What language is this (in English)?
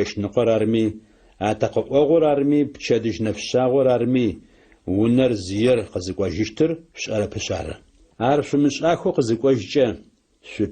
Adyghe